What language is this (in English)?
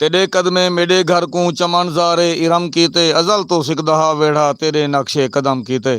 Saraiki